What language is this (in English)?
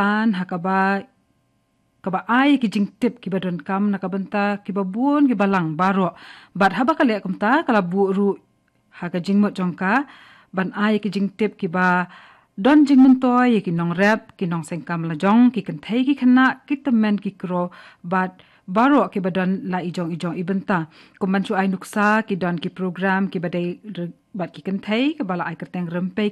Khasi